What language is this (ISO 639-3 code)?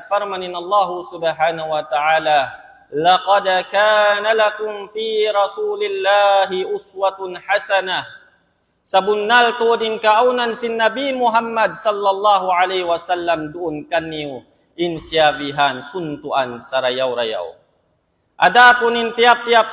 tsg